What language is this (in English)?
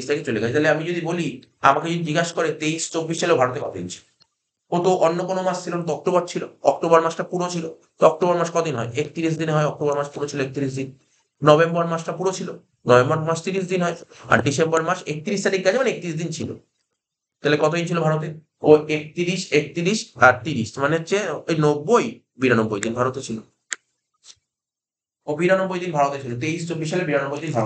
Bangla